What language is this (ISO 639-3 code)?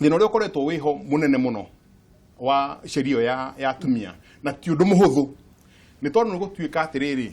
kik